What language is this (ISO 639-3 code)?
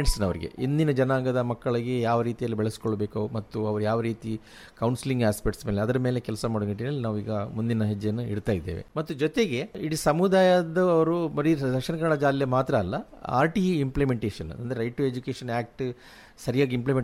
kan